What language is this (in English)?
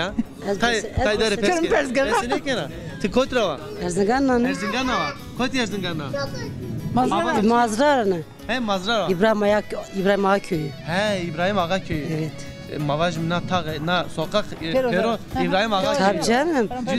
Zaza